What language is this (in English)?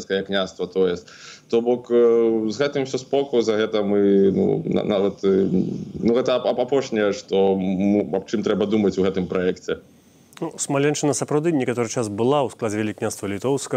Belarusian